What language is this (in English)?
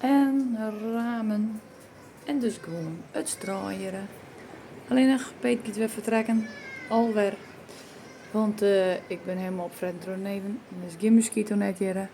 Western Frisian